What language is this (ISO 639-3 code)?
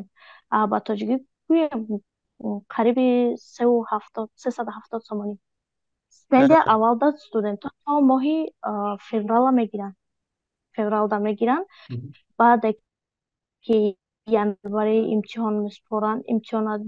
tgk